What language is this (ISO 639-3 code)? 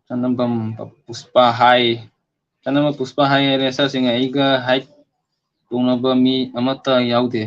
mni